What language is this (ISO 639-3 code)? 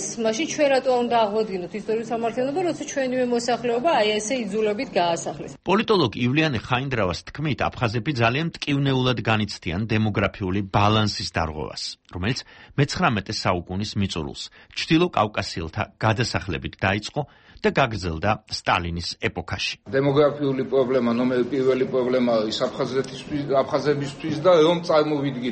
kat